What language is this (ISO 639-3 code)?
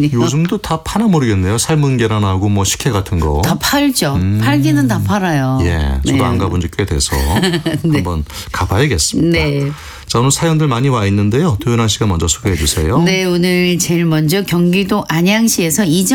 kor